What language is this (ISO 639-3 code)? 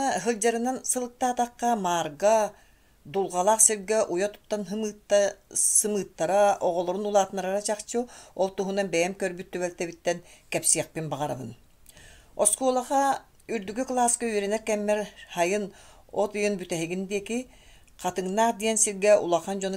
sah